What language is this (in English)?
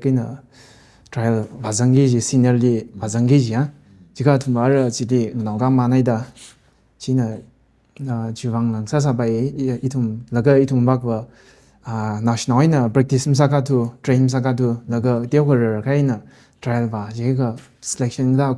Tangkhul Naga (India)